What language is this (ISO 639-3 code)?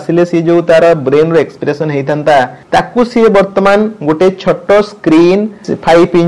ori